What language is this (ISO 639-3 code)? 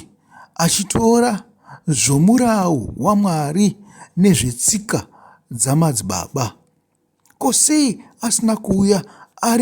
sna